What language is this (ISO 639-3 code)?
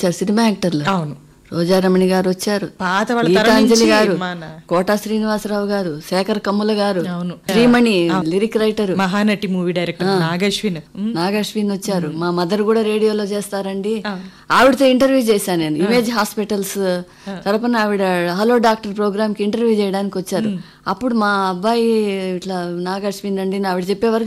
tel